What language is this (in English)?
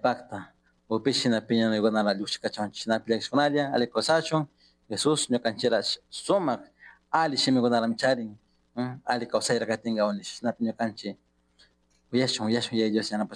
Chimborazo Highland Quichua